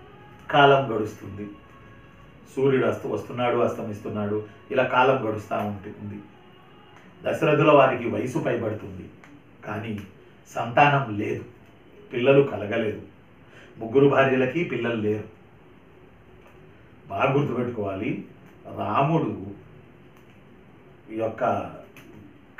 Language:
Telugu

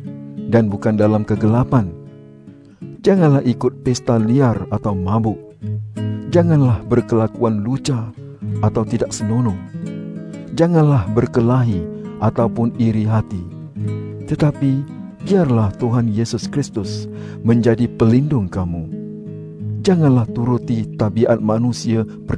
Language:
Malay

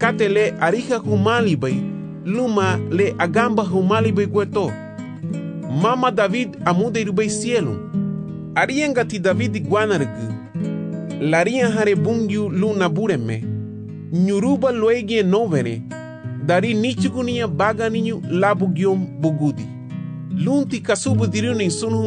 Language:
Garifuna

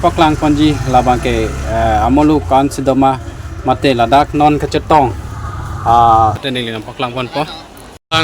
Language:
Karbi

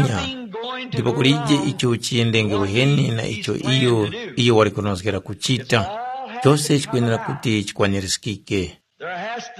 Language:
Tumbuka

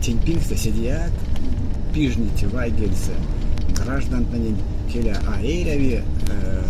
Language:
Erzya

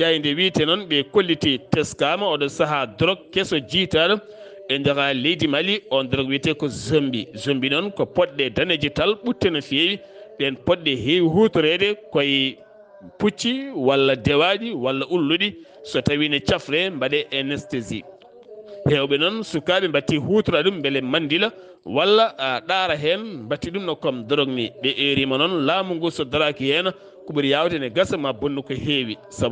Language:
Fula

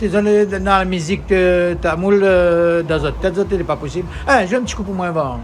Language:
Réunion Creole French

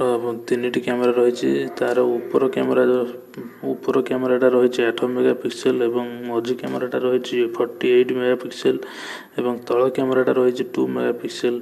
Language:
Odia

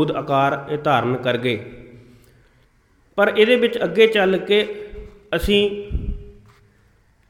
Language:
Punjabi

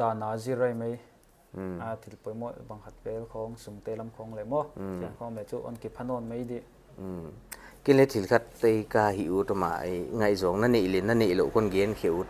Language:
Paite Chin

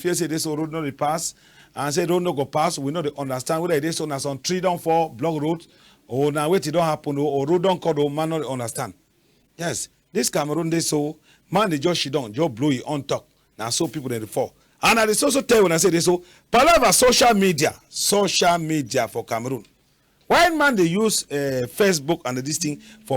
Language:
Cameroon Pidgin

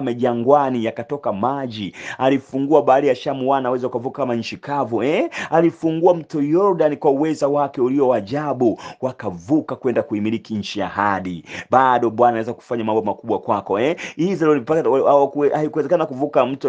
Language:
Swahili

